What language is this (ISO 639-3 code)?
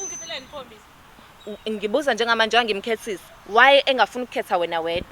zul